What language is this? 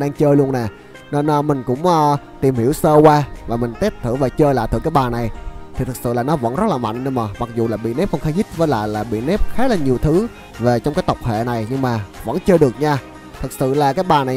Vietnamese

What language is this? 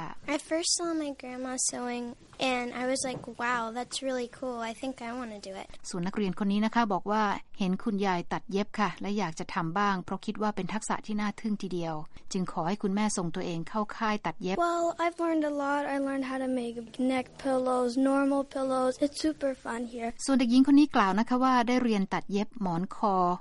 Thai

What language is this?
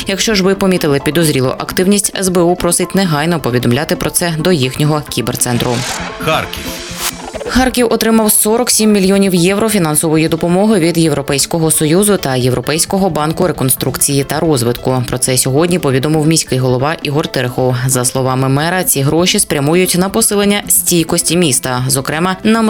Ukrainian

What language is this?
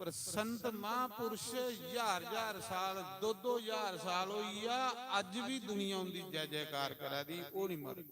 Dogri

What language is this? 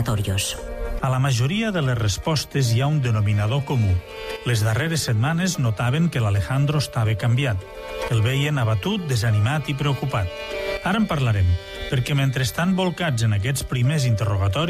Catalan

